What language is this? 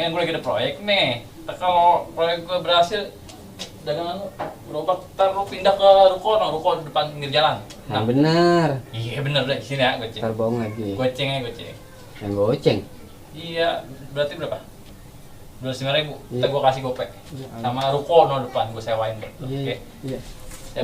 Betawi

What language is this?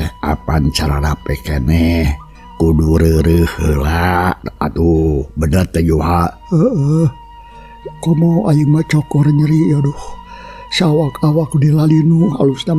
Sundanese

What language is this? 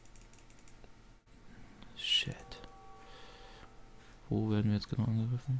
German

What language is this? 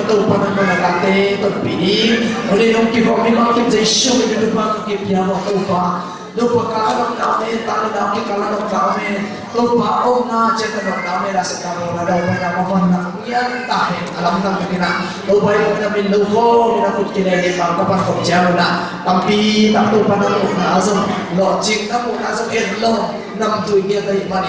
Tedim Chin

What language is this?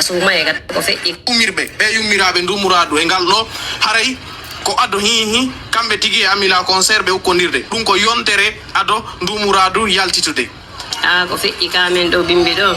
Pular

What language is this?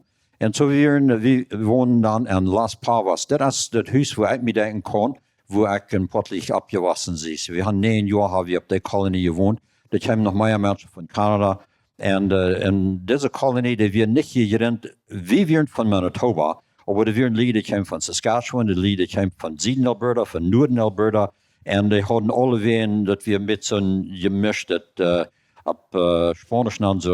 Plautdietsch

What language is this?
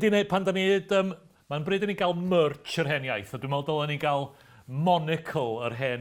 Welsh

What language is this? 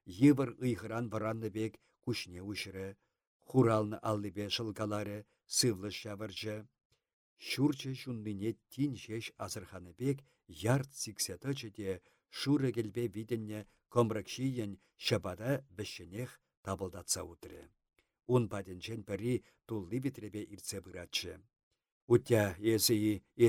Chuvash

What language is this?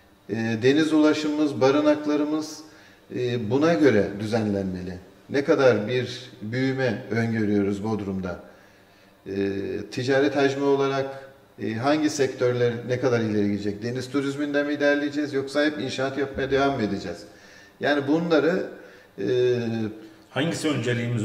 Turkish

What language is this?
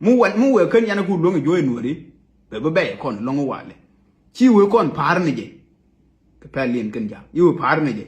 Nuer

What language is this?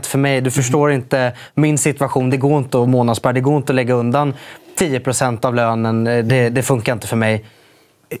Swedish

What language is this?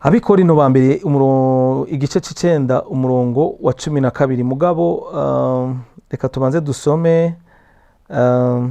Rundi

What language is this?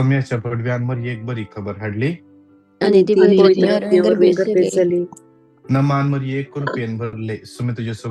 Konkani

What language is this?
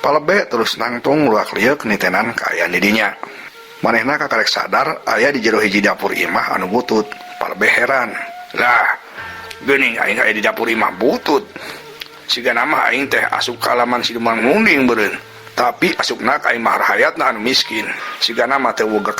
Sundanese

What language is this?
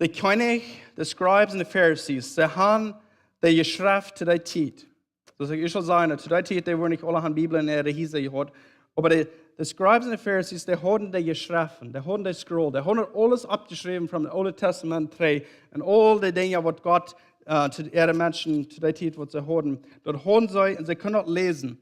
Plautdietsch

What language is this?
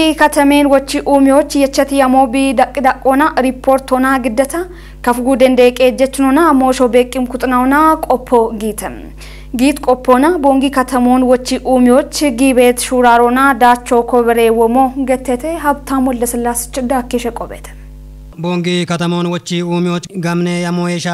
Kafa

